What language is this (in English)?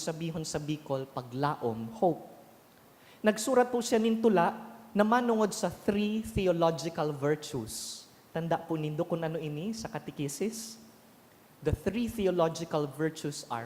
Bikol